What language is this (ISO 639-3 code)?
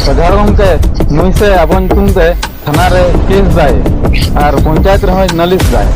sat